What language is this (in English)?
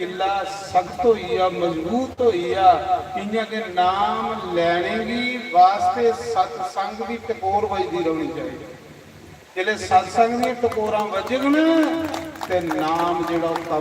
Dogri